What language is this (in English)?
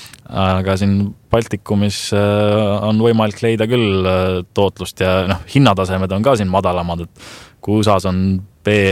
Estonian